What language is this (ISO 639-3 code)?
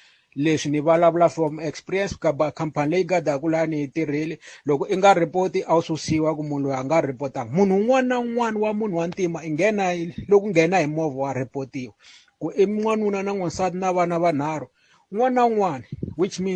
tso